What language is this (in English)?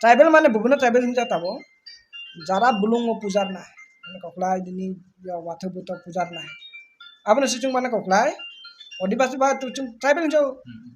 Kok Borok